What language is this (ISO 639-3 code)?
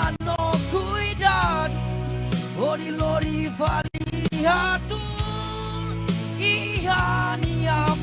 tet